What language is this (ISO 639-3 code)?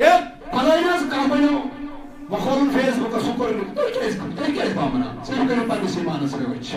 kas